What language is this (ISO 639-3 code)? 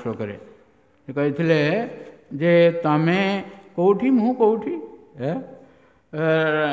ori